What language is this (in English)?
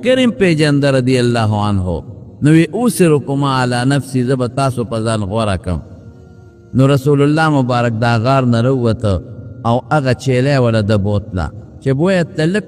Pashto